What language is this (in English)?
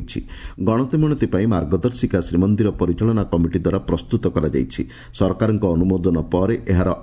Odia